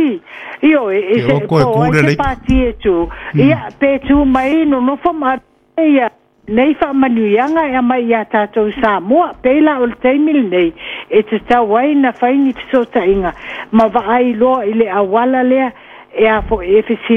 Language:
Samoan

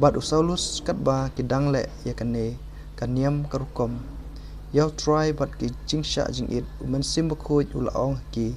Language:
Khasi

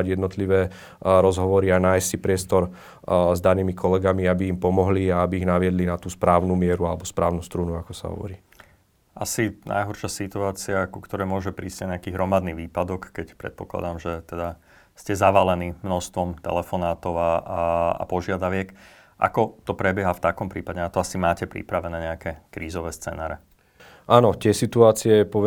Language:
Slovak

